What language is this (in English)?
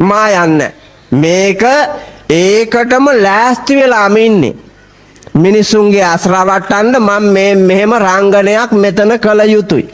Sinhala